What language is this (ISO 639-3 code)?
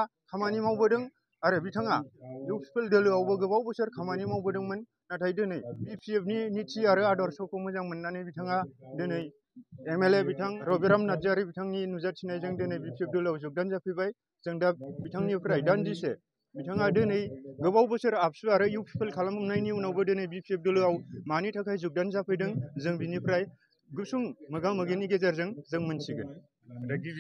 brx